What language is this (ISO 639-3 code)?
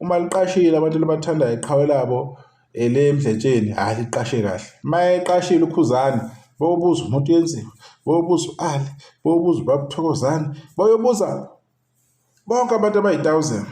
zul